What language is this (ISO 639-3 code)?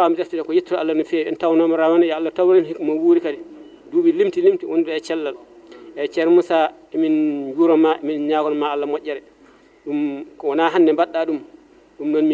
ful